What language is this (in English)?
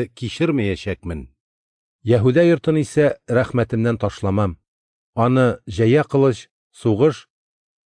Tatar